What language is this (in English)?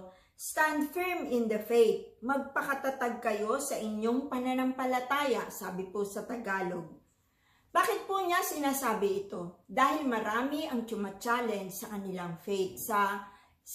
Filipino